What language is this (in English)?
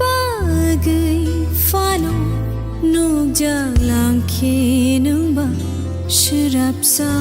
Kok Borok